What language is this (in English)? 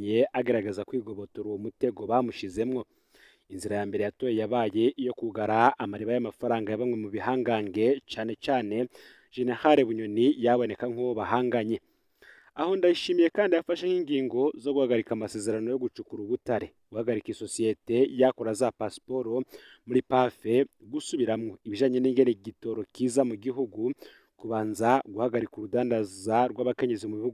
Rundi